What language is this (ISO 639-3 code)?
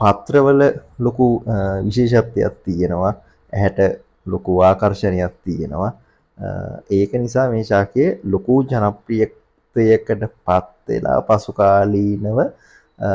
sin